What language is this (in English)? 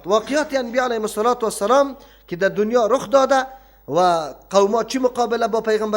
Persian